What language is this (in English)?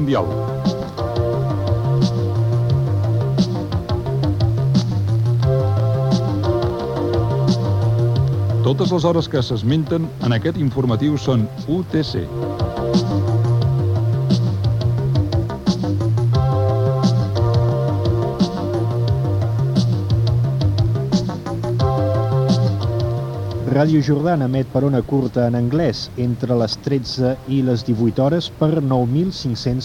Catalan